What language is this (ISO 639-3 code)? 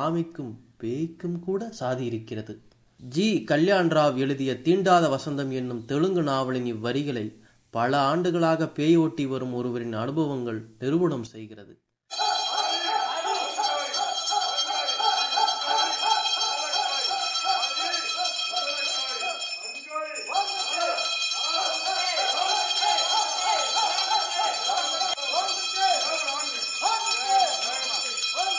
tam